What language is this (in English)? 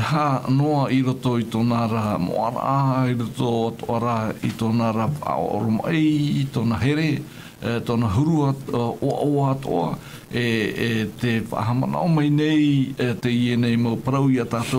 Tahitian